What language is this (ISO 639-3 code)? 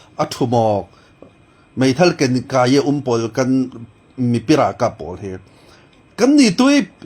cfm